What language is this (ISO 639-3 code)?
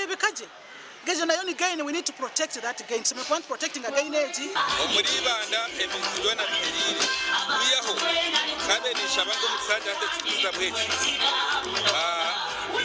nyn